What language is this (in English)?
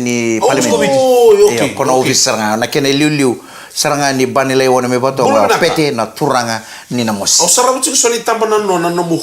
Fijian